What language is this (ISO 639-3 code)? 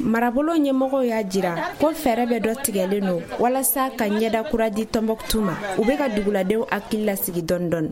bam